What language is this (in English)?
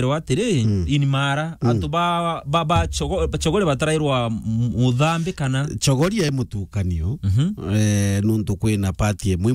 Meru